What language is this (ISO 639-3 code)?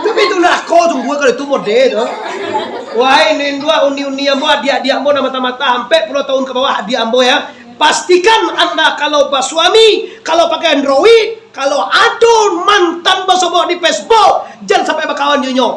min